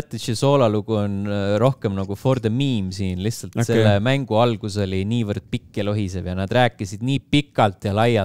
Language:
Estonian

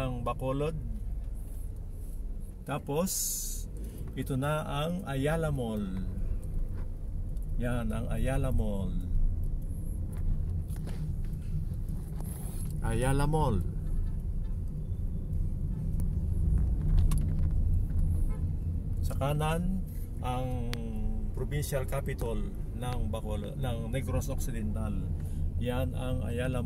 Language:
Filipino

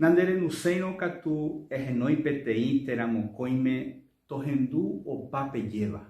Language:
Guarani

